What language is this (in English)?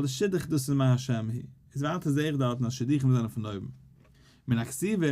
Yiddish